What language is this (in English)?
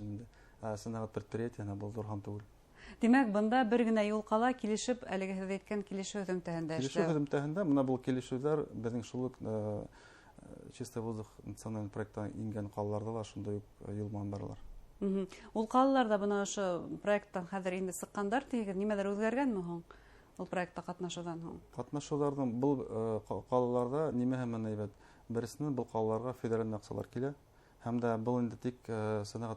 Bashkir